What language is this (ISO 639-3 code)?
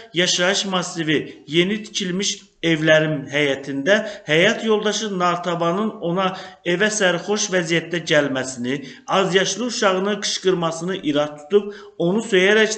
aze